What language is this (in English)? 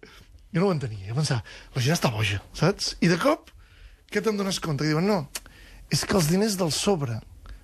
Catalan